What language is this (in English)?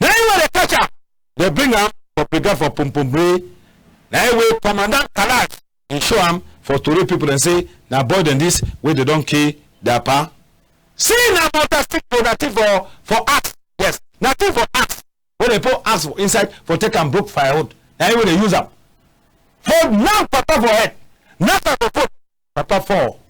Cameroon Pidgin